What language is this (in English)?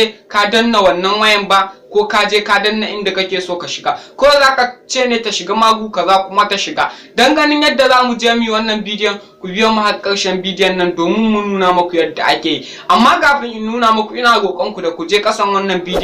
Hausa